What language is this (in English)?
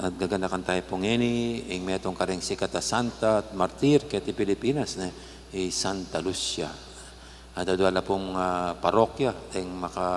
Pampanga